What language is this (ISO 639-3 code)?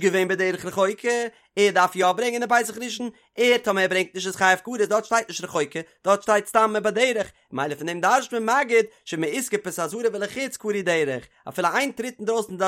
yid